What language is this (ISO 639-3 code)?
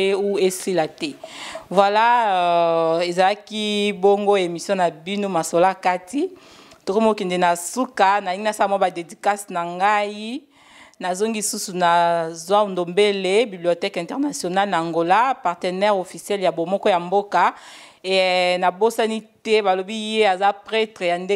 lin